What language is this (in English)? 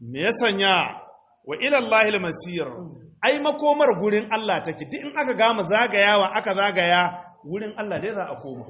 Hausa